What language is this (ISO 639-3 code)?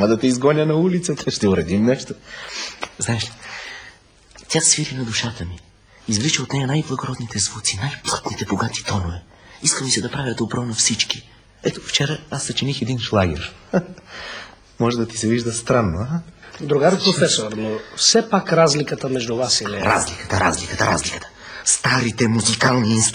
bul